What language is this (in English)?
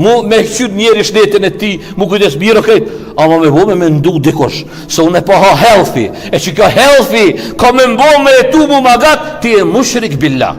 Albanian